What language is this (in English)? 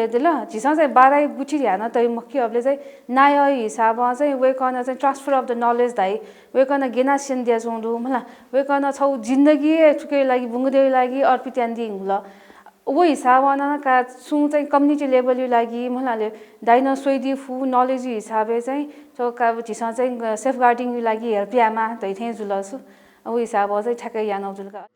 Newari